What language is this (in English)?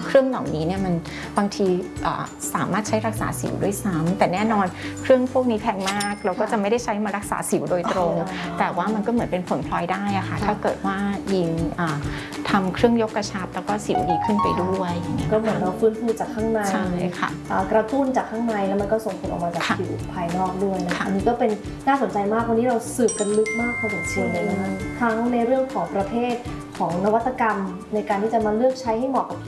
Thai